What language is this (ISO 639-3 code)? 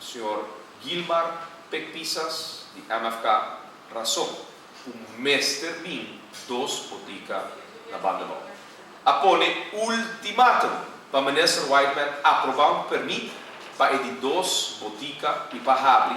pap